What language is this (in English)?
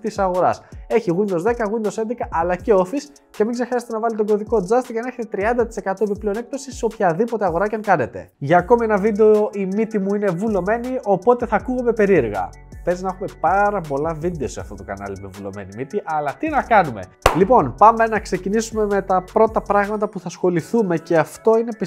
Greek